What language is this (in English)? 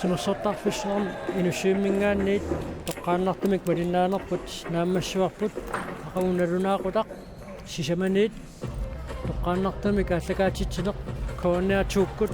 Kalaallisut